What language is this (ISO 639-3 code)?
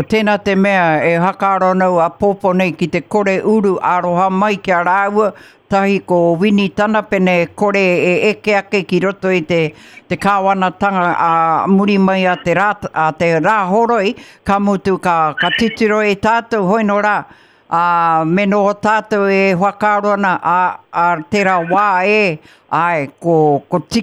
mri